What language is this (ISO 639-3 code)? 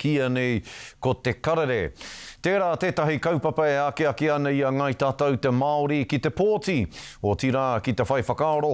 mri